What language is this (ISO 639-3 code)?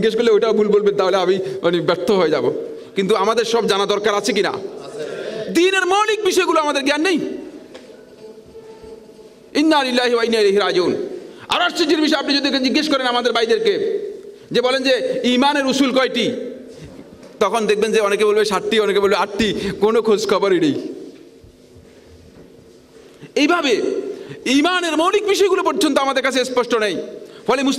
ben